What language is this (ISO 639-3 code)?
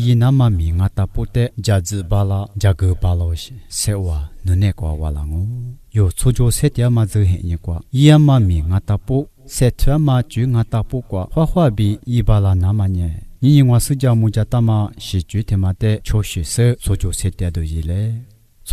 lis